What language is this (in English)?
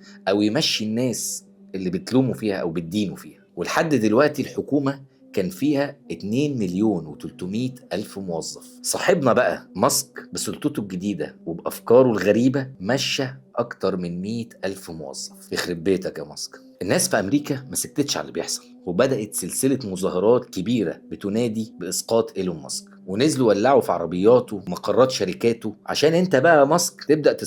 Egyptian Arabic